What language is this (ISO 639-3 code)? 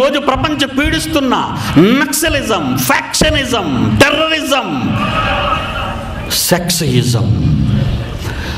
tel